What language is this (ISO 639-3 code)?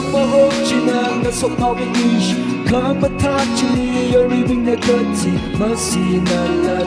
nmf